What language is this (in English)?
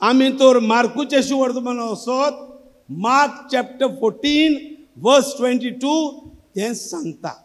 Konkani